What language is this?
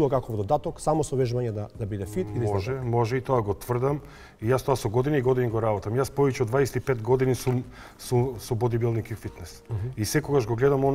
Macedonian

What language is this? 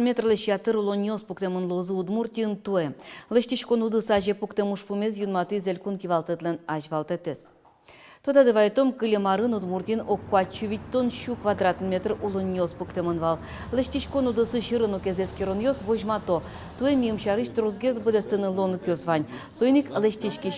Udmurt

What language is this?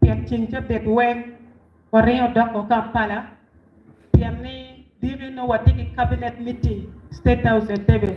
Acoli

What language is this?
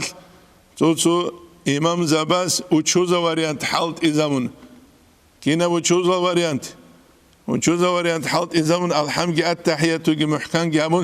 Avaric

